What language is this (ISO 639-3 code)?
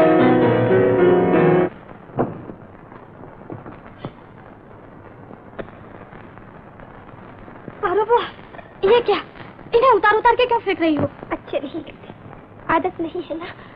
hin